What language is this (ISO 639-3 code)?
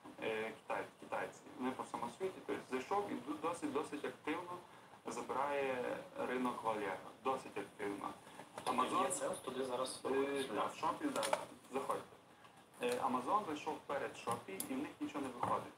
ukr